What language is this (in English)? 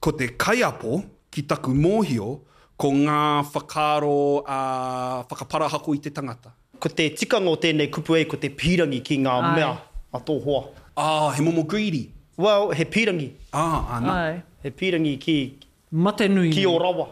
Māori